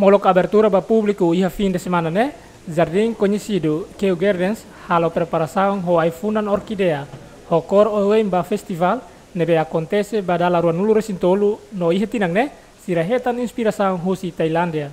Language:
Tetum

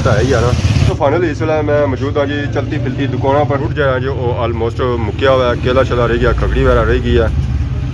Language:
Pahari-Potwari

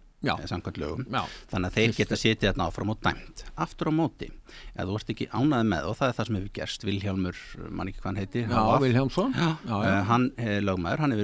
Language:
Icelandic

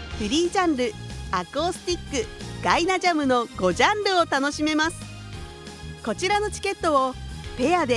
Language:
Japanese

